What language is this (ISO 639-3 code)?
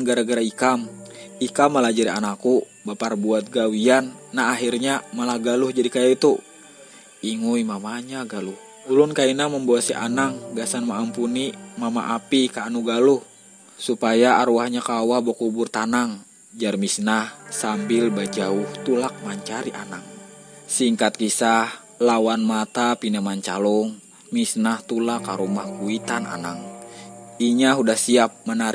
bjn